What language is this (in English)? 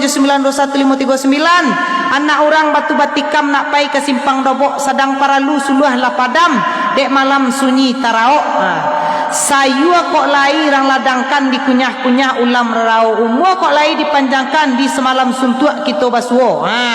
Minangkabau